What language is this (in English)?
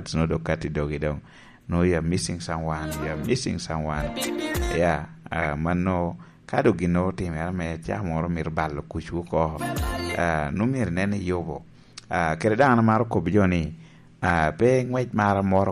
Lango (Uganda)